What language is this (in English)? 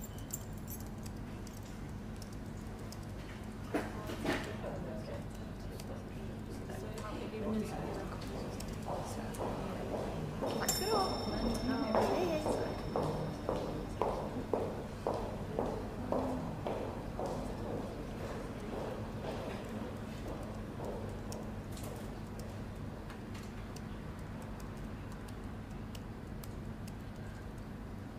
Swedish